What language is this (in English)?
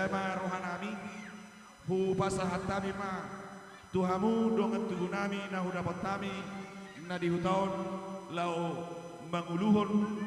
Batak Toba